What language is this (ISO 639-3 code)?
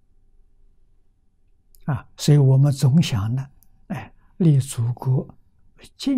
zho